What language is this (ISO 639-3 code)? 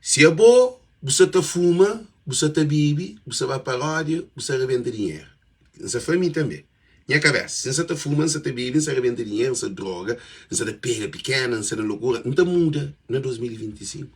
kea